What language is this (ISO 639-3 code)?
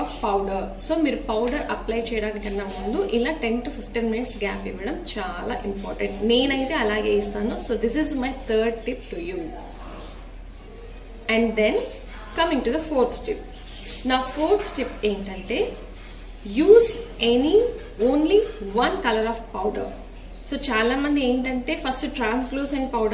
tel